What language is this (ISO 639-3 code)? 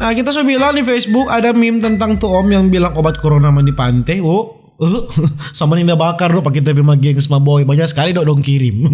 xmm